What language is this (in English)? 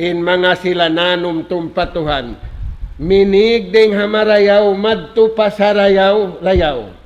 Tausug